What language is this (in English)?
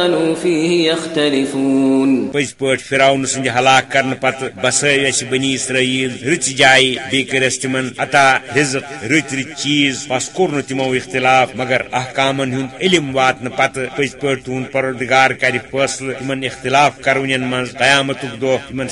Kashmiri